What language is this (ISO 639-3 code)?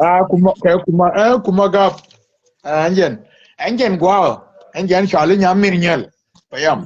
nus